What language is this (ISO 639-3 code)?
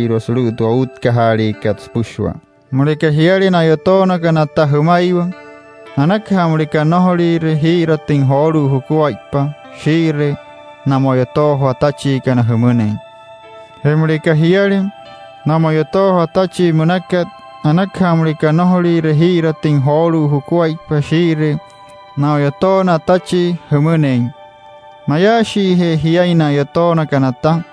guc